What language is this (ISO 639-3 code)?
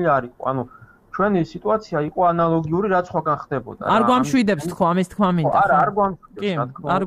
kat